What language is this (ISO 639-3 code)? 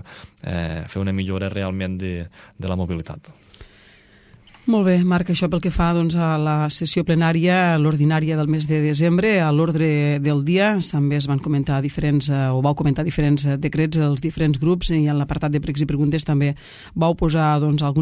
cat